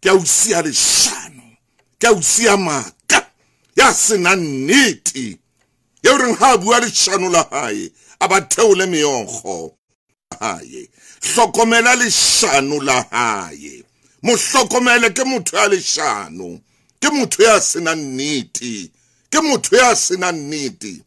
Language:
Southern Sotho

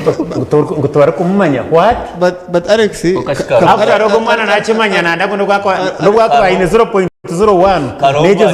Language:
Nyankole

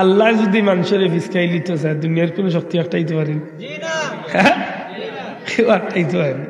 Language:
Sylheti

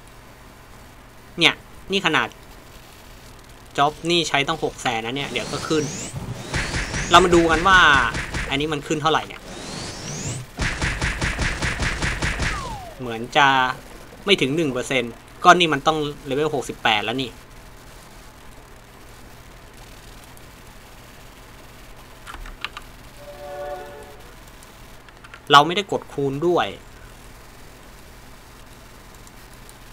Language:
Thai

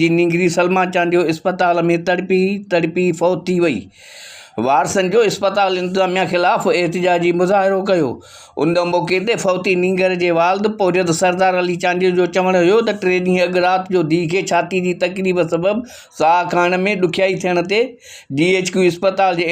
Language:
Sindhi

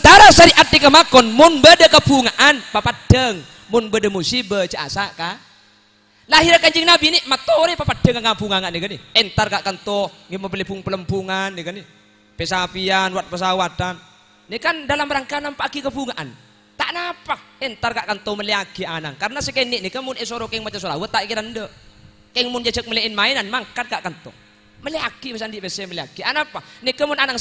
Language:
Madurese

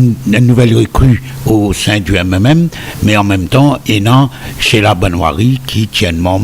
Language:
Morisyen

